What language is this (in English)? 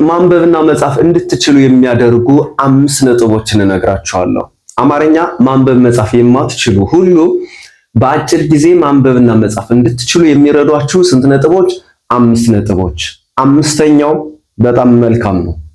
Amharic